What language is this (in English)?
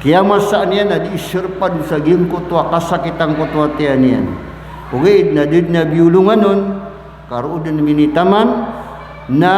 Maranao